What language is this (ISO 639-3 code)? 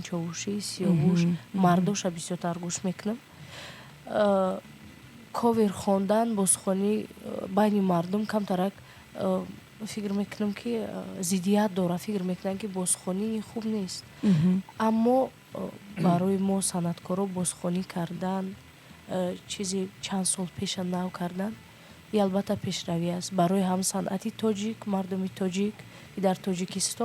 tgk